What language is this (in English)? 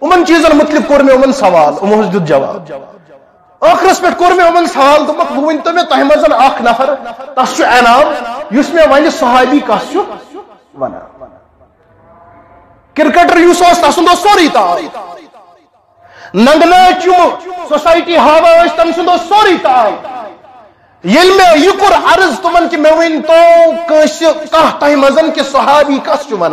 Kashmiri